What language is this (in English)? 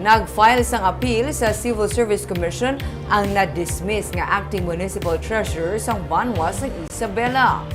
Hiligaynon